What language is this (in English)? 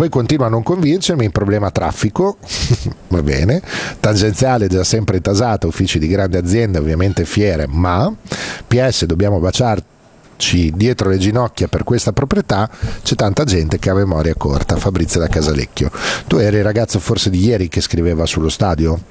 Italian